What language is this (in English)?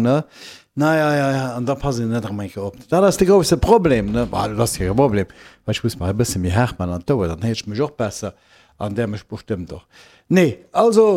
Luxembourgish